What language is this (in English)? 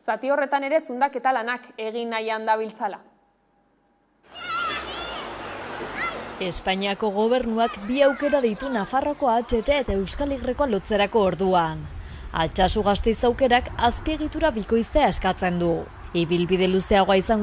Basque